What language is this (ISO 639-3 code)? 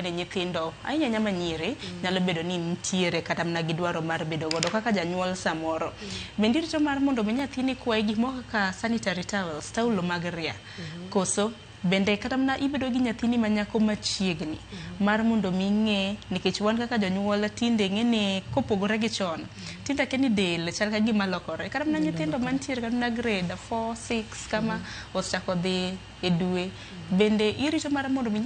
luo